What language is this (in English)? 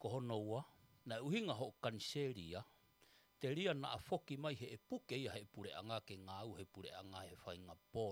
Tongan